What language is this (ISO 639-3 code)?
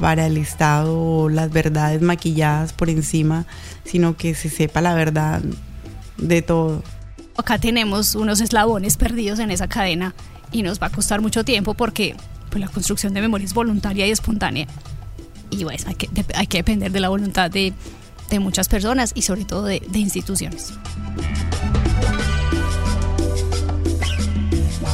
spa